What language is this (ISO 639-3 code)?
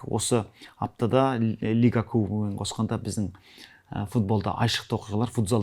kaz